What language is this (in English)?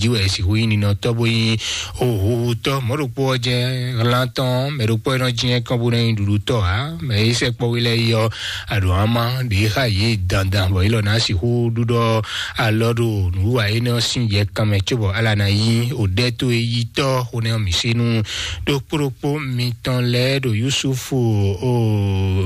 Fon